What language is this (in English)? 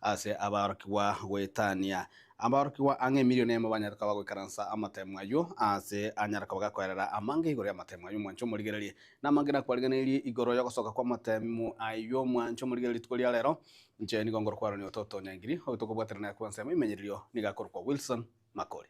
Gusii